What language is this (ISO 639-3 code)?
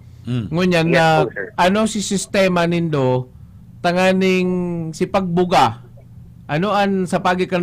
bik